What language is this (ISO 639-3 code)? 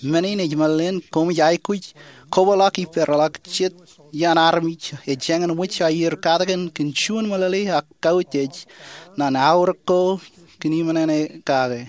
mah